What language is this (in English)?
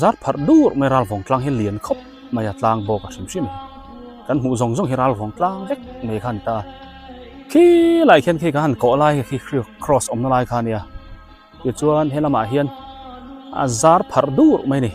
Biete